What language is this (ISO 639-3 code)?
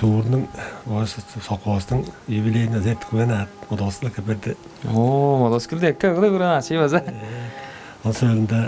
tyv